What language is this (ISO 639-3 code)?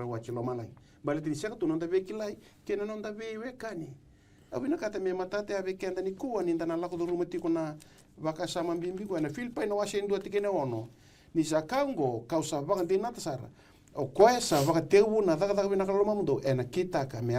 fij